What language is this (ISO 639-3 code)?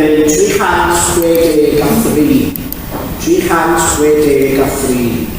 cym